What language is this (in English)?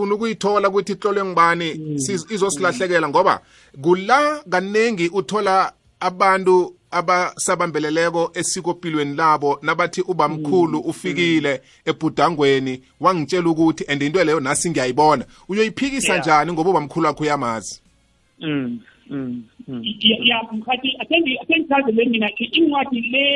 South Ndebele